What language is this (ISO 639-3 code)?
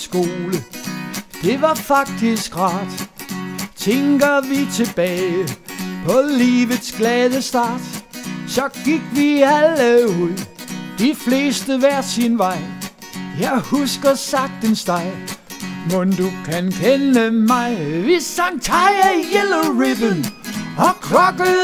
dan